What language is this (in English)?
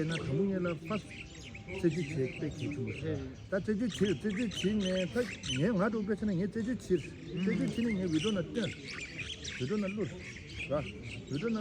Tibetan